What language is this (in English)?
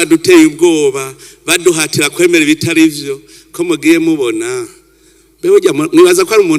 Rundi